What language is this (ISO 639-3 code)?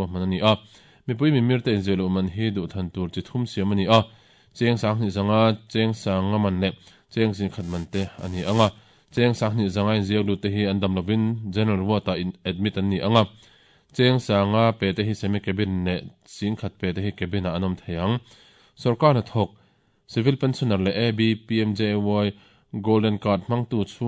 lus